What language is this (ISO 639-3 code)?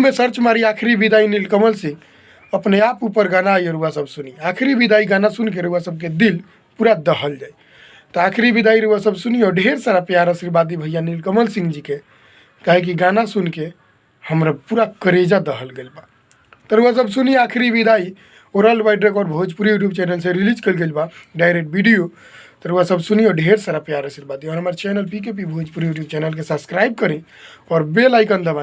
bho